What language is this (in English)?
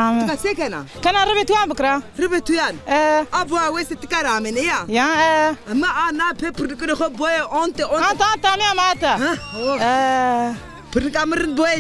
Zaza